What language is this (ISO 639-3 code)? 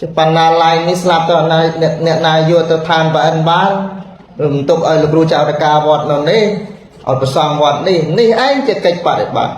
khm